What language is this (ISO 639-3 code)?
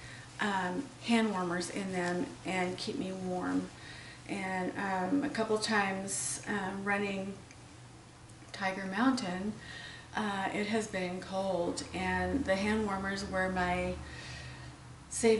eng